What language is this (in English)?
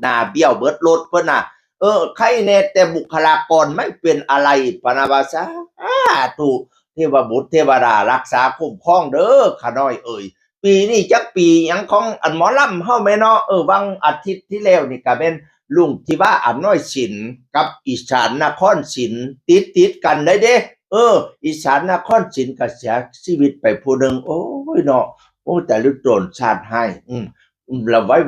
Northeastern Thai